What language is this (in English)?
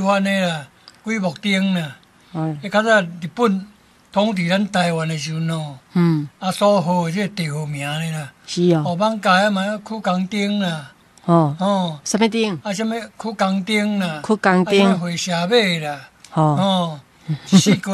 Min Nan Chinese